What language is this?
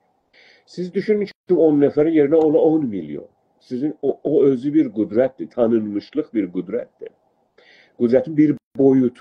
South Azerbaijani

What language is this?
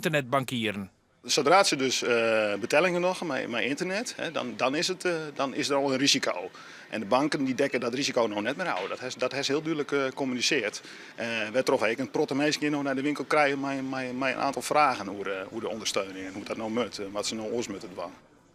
Western Frisian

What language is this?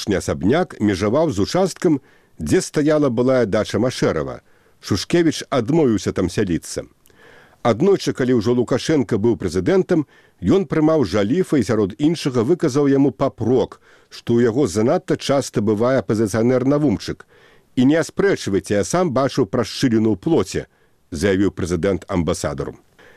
Belarusian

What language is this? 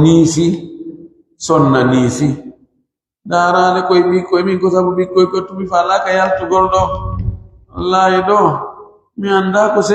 Pular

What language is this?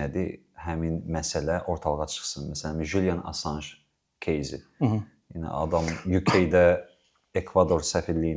Azerbaijani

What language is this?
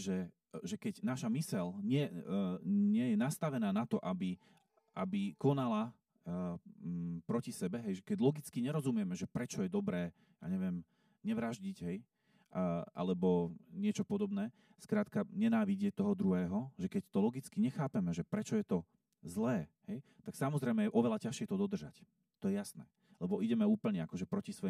Slovak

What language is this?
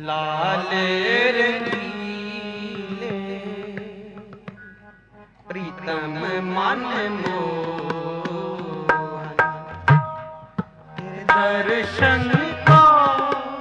Punjabi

